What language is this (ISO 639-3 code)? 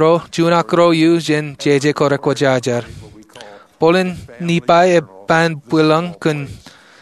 mah